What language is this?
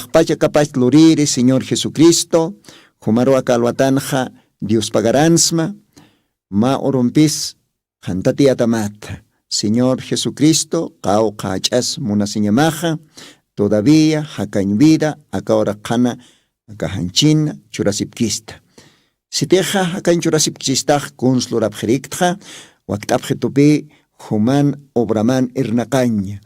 Aymara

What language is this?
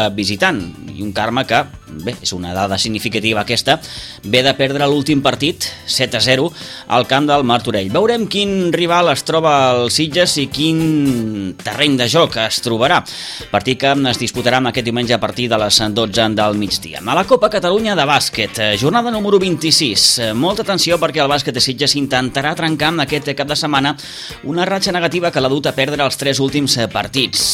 Catalan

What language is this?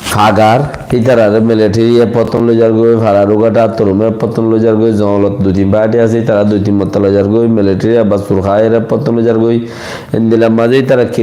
Rohingya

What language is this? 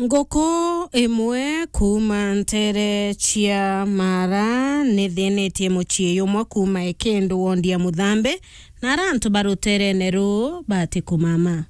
Meru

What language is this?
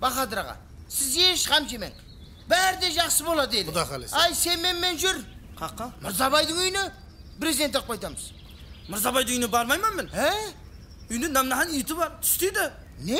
Kara-Kalpak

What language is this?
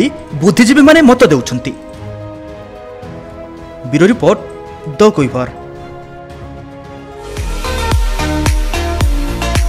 Odia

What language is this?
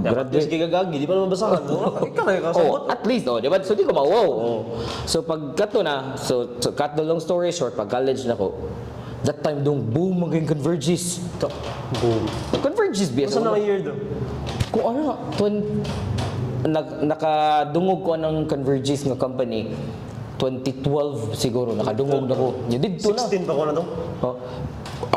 Cebuano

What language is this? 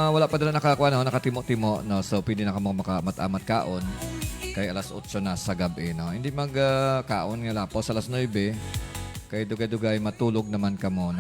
Hiligaynon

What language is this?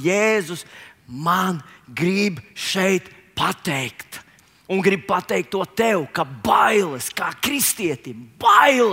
Latvian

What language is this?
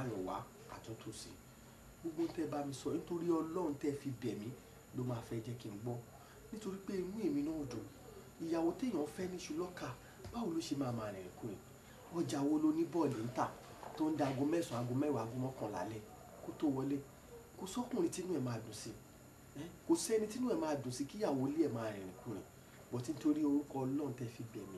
Yoruba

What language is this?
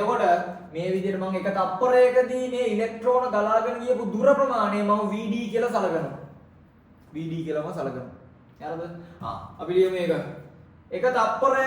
Sinhala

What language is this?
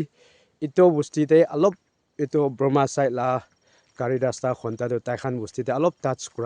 Naga Pidgin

